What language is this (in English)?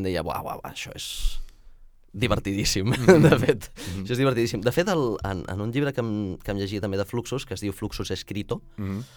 Catalan